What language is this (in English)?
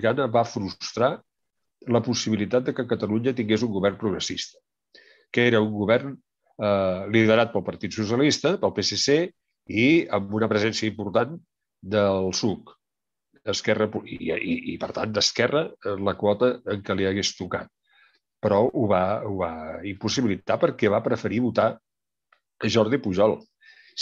Catalan